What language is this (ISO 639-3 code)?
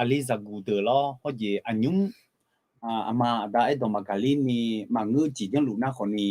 ahk